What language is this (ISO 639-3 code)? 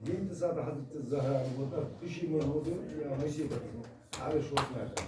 kas